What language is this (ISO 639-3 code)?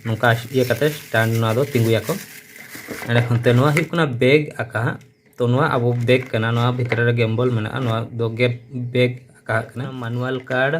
sat